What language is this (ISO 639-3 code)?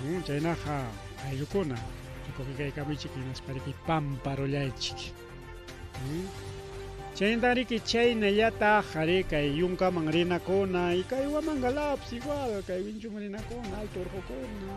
quy